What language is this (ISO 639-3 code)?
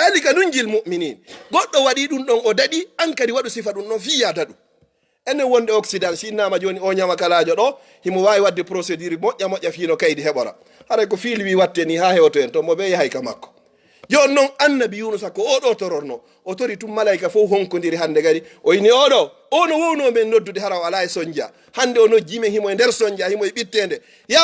ful